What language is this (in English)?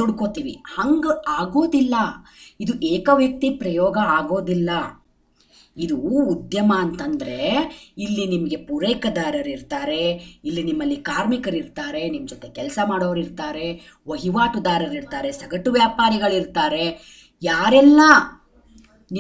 Kannada